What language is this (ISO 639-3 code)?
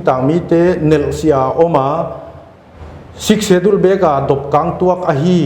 pck